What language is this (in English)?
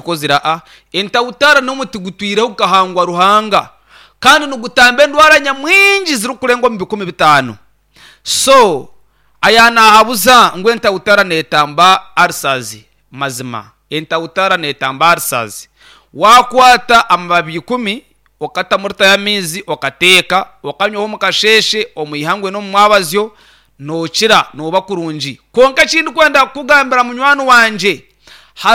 Nyankole